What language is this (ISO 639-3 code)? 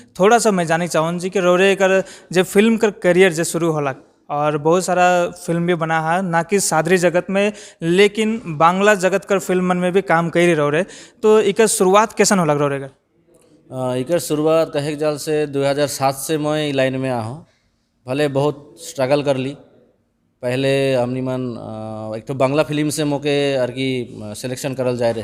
sck